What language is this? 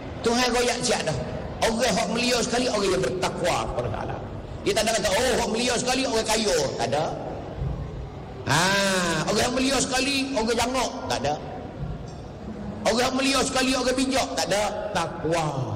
Malay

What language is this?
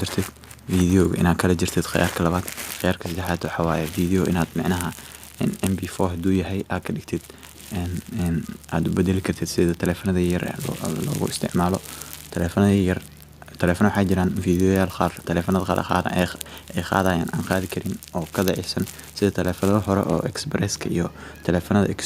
Somali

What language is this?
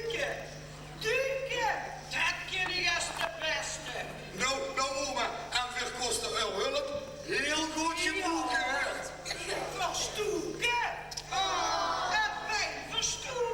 Limburgish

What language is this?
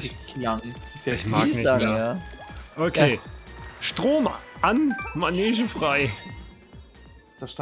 German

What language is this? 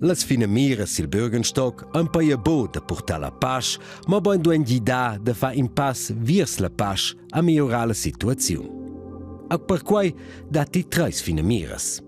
Romansh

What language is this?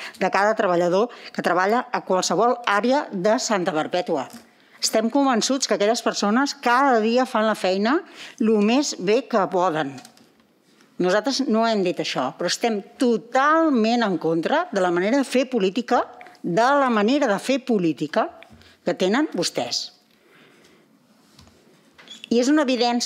Catalan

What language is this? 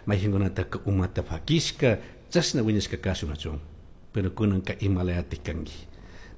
Chimborazo Highland Quichua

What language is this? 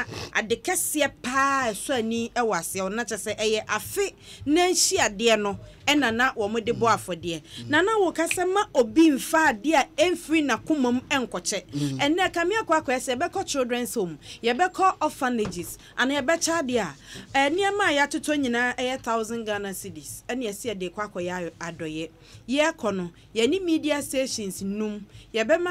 Akan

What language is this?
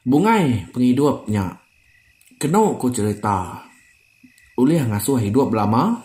Iban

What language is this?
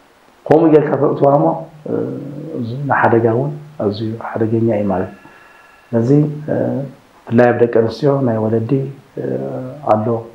Tigrinya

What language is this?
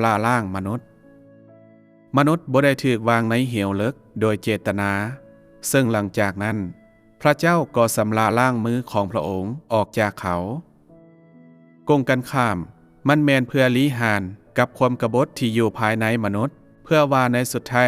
Lao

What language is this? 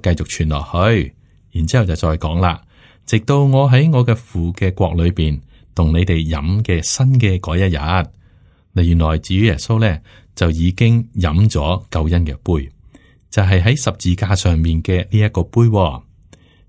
Cantonese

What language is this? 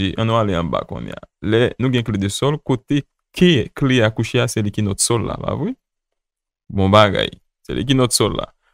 Haitian Creole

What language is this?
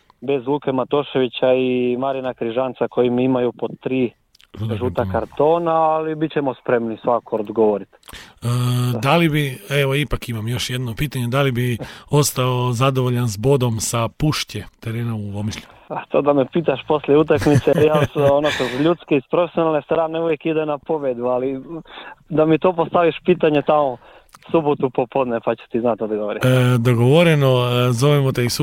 Croatian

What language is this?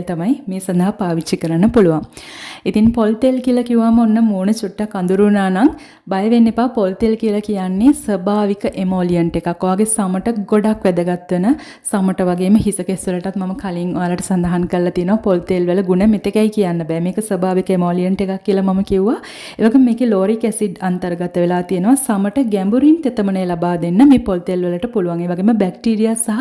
Sinhala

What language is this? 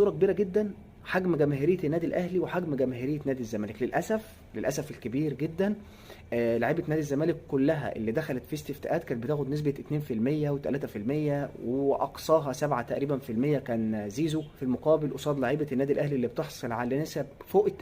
Egyptian Arabic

